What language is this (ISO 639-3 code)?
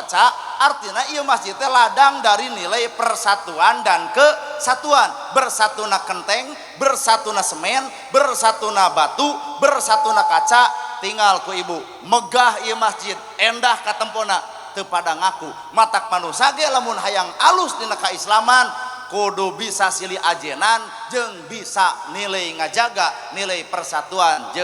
sun